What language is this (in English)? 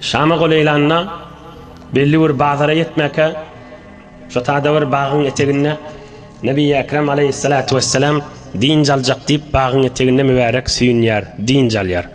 Turkmen